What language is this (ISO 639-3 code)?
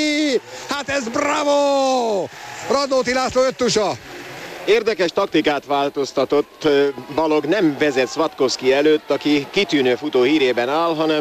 hun